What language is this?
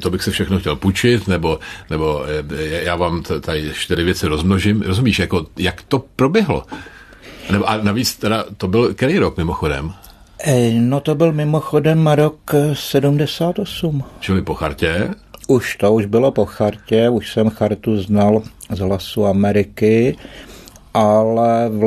Czech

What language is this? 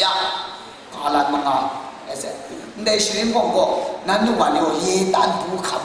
Kachin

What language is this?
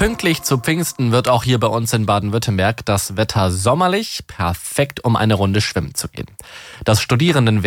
German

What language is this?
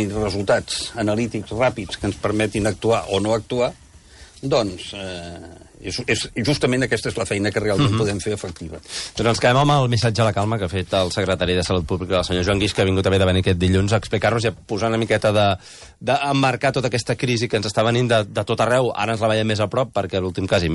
Catalan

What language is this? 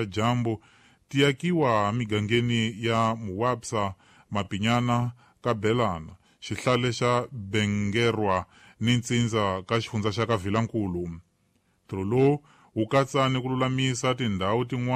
Tsonga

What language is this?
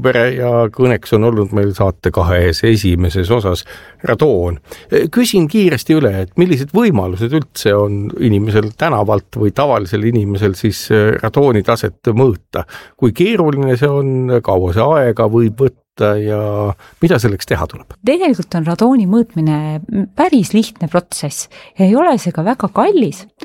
Estonian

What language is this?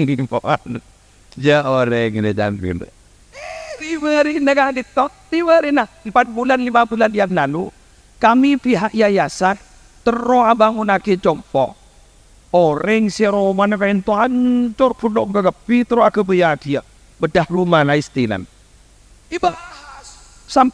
Madurese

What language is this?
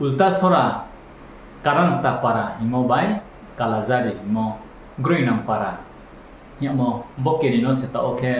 Riang (India)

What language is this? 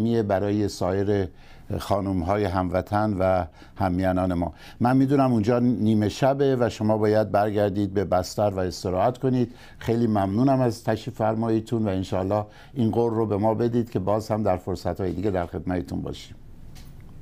Persian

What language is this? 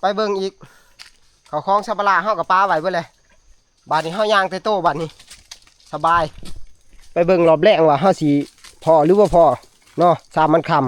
Northeastern Thai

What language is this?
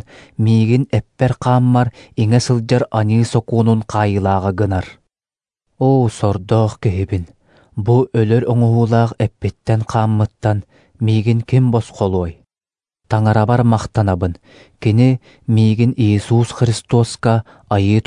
Yakut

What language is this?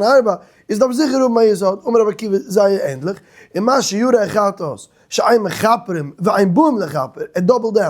Yiddish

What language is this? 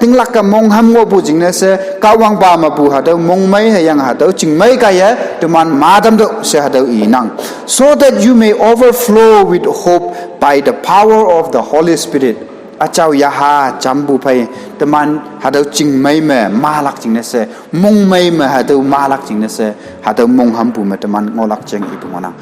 Konyak Naga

